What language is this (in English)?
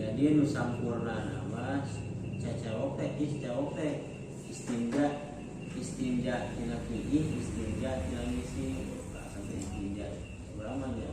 Sundanese